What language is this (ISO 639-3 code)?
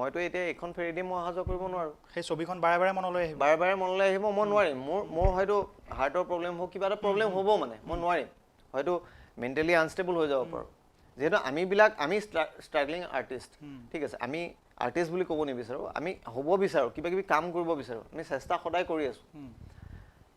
asm